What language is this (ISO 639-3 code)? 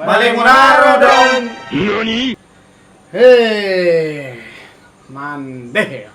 min